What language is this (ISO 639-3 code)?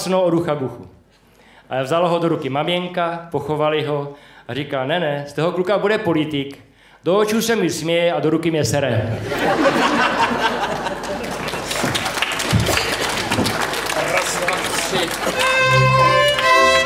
ces